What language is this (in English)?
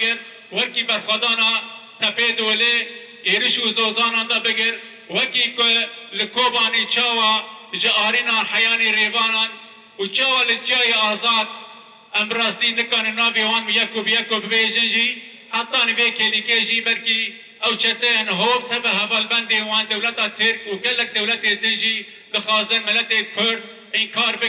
Kurdish